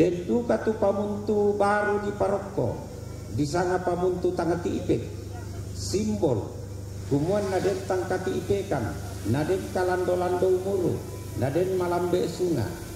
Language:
Toraja-Sa'dan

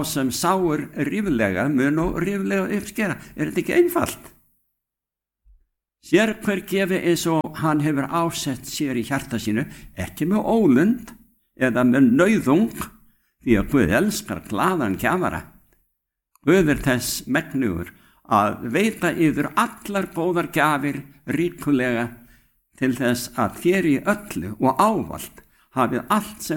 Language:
Icelandic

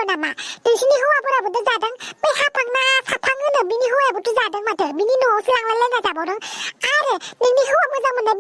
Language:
Bodo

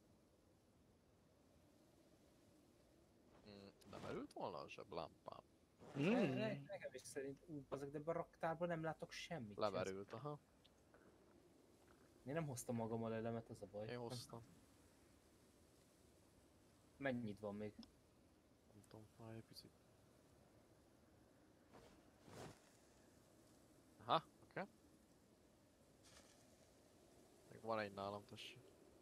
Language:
Hungarian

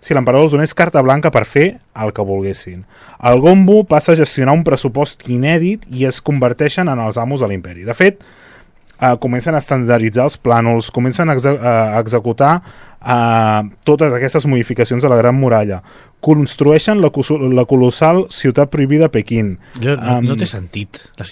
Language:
Catalan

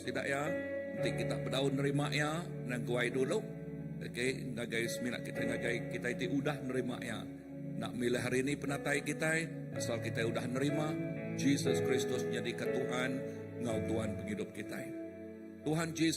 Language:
Iban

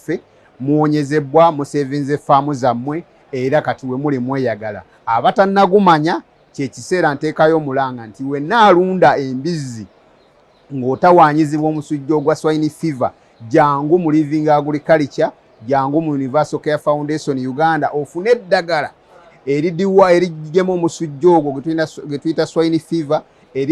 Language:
Ganda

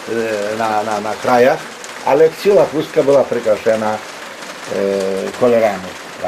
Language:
Rusyn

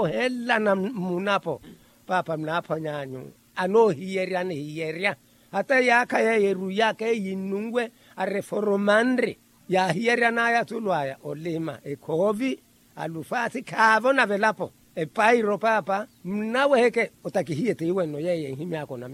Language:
Makhuwa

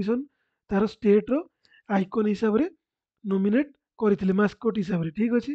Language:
Odia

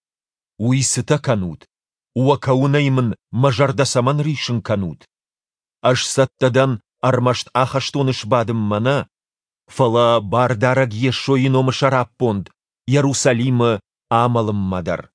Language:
Ossetic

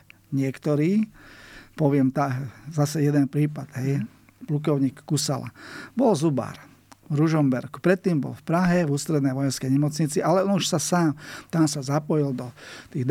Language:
Slovak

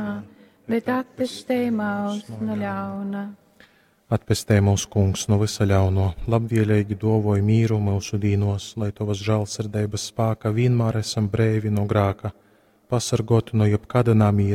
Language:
Latgalian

